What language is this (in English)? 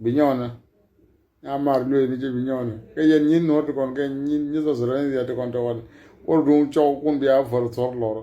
Nuer